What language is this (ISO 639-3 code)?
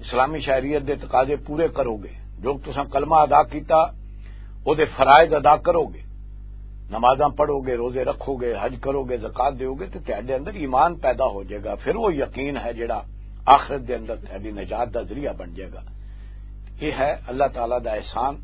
lah